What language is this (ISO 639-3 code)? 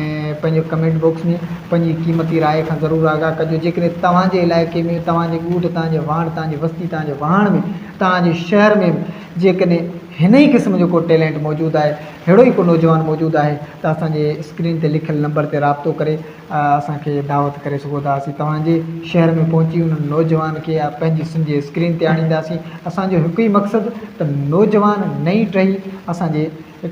snd